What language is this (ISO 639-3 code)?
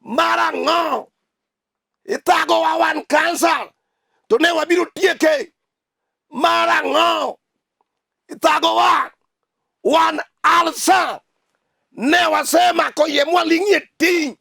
luo